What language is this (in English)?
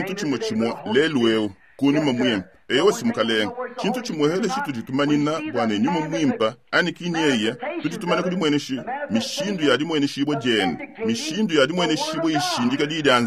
Luba-Lulua